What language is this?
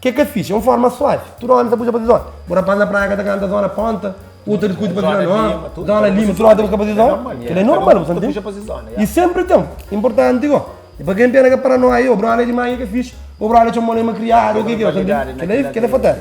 Kabuverdianu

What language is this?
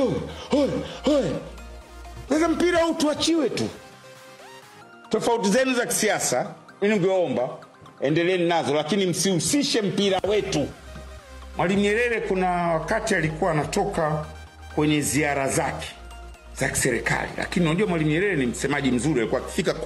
Swahili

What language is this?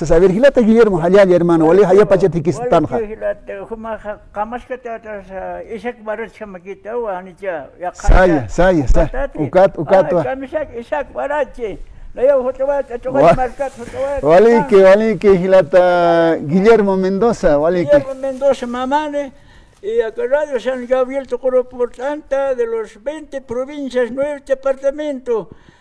Aymara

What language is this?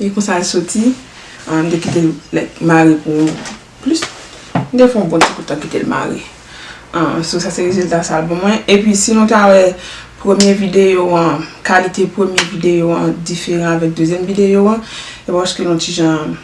Haitian Creole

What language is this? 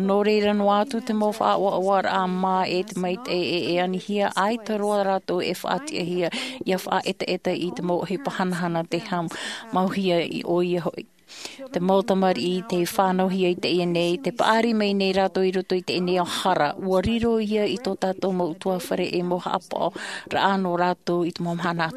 Tahitian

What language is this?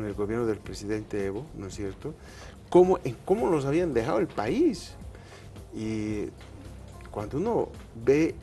Spanish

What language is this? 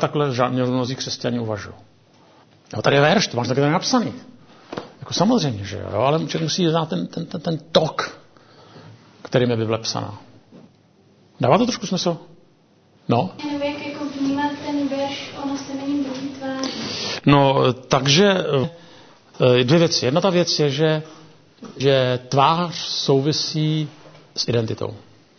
Czech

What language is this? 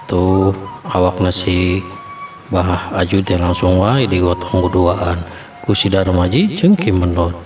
Sundanese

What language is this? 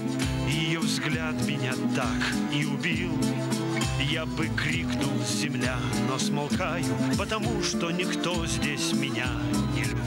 Russian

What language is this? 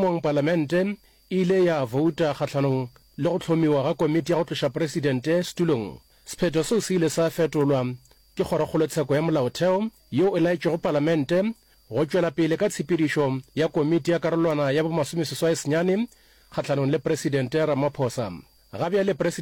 Northern Sotho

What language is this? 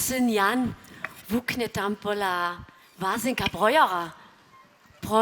Upper Sorbian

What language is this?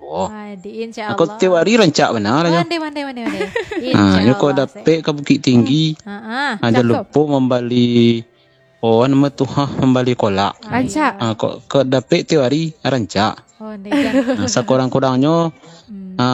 Minangkabau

